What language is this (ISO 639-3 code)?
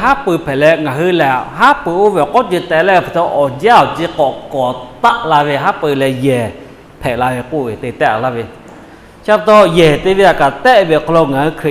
lhu